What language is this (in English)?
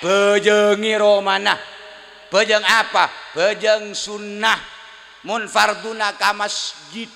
Madurese